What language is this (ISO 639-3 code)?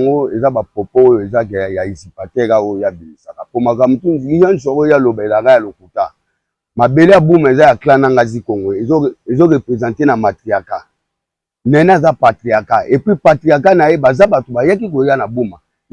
lin